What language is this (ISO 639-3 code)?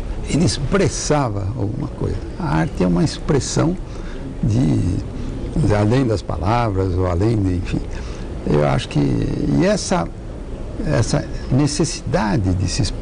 por